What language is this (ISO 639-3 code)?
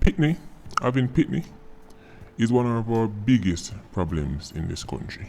jam